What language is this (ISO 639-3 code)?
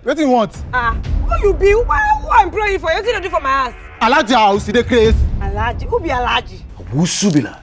pcm